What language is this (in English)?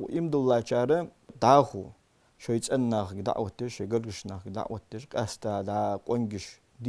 Ingush